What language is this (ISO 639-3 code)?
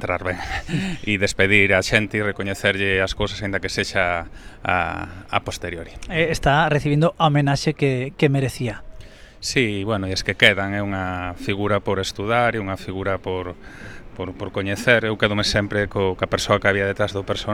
glg